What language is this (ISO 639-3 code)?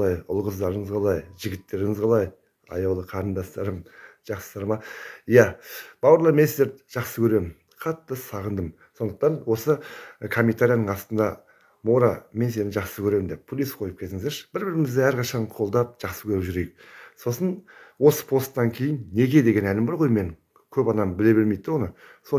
kaz